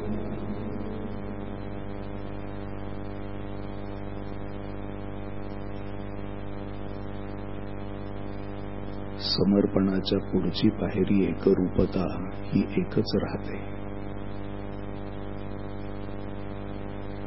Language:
Marathi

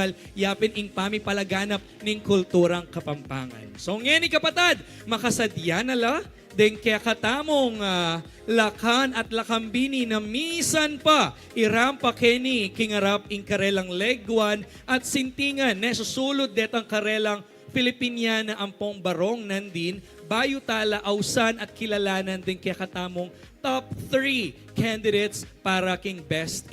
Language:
Pampanga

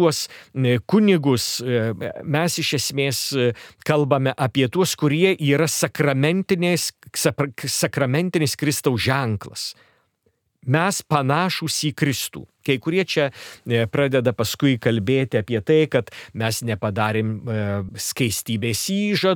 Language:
Lithuanian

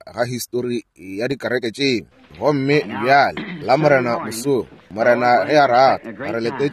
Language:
Northern Sotho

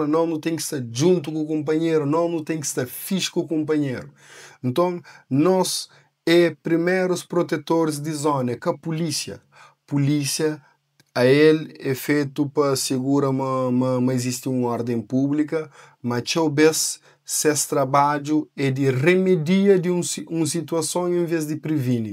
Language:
Kabuverdianu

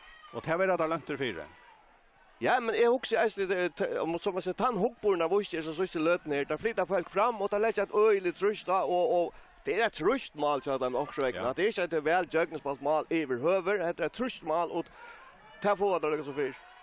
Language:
Faroese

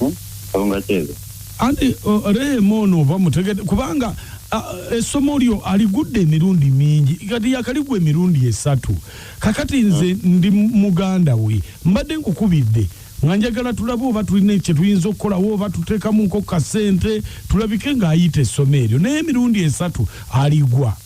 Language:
Ganda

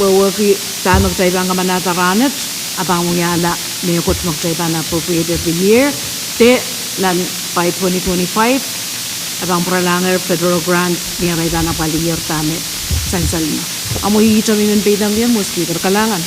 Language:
Pohnpeian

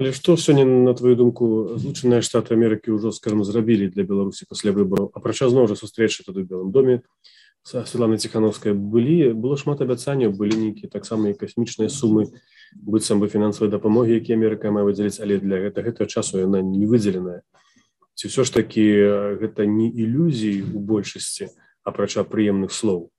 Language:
Belarusian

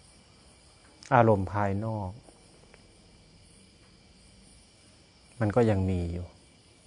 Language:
Thai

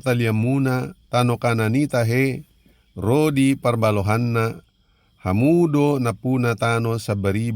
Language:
Batak Toba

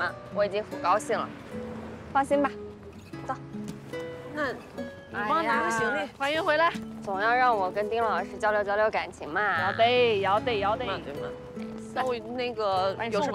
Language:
Chinese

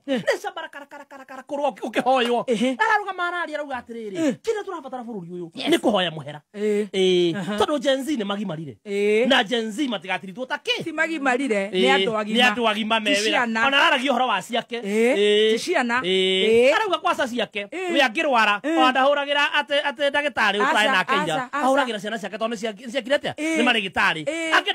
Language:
Kikuyu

